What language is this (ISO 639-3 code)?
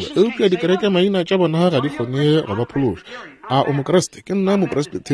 nso